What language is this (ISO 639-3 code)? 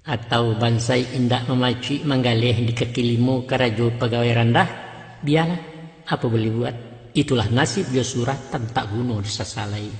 min